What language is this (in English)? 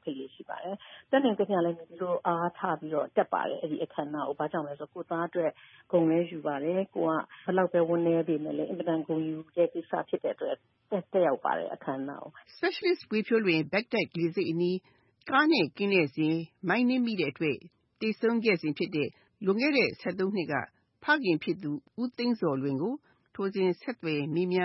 Burmese